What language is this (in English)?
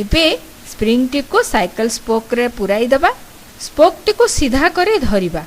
Odia